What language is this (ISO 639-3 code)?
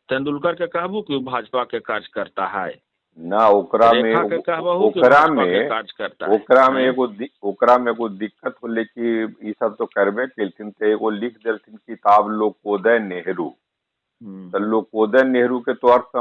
mag